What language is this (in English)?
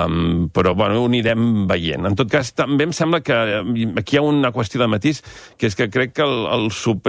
Catalan